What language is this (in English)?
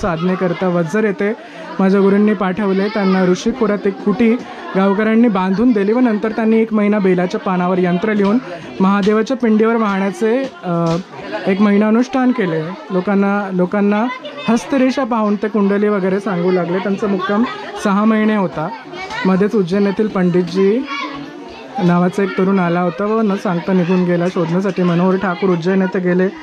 Marathi